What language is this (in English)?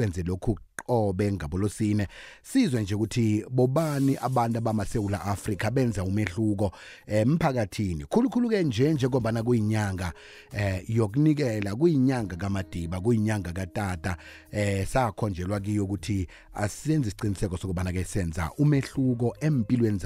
South Ndebele